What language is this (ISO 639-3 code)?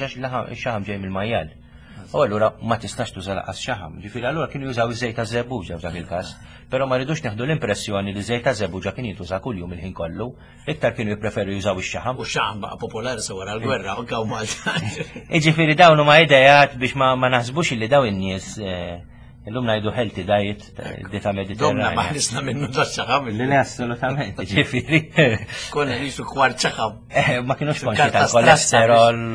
mlt